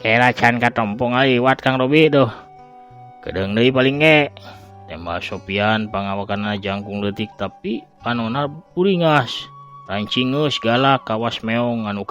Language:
Sundanese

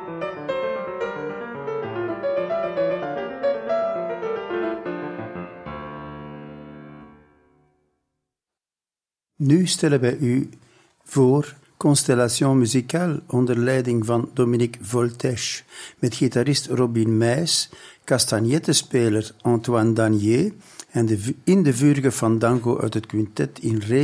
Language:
Dutch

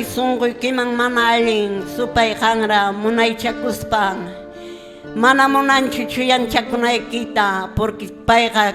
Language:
Quechua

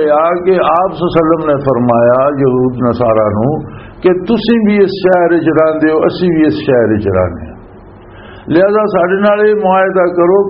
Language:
Western Panjabi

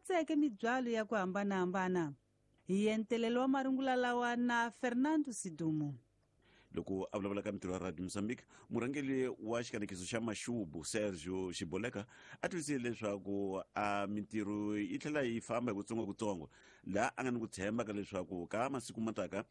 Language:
Tsonga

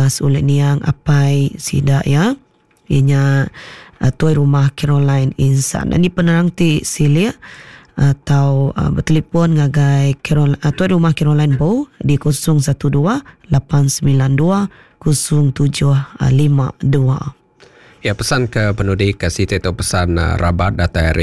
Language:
Iban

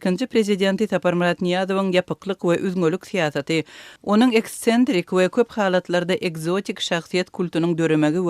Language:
Turkmen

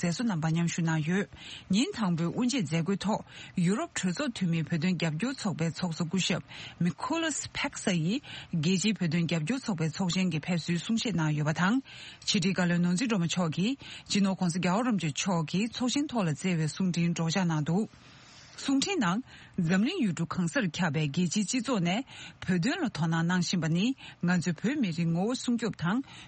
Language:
Tibetan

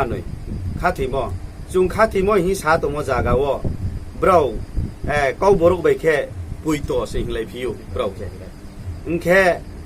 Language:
Riang (India)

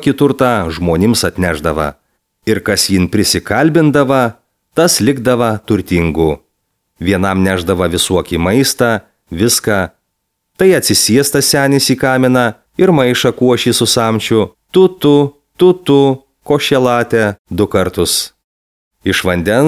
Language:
Lithuanian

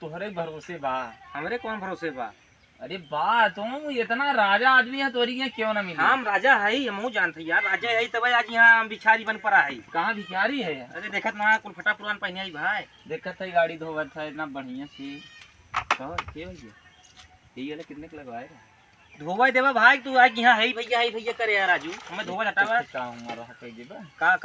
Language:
Awadhi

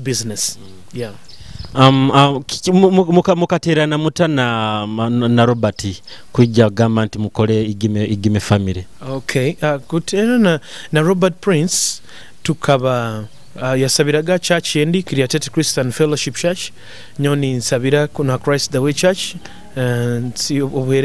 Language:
Nyoro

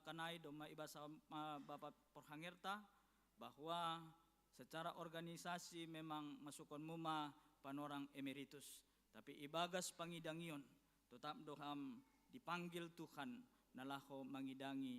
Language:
Batak Simalungun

